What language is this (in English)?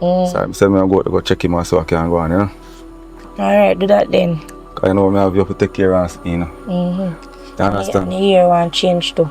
Jamaican Creole English